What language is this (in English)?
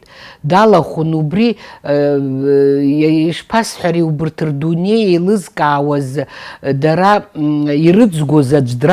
Abkhazian